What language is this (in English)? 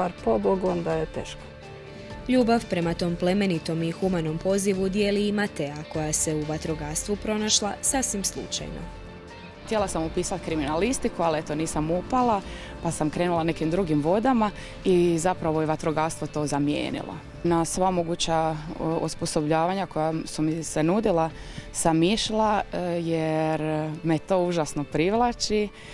Croatian